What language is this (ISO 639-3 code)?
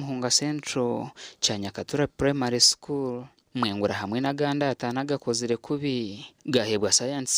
nyn